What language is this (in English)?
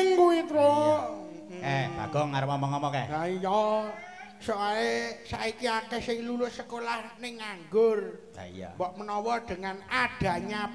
Javanese